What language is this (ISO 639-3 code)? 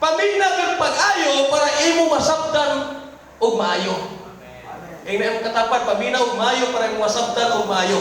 ceb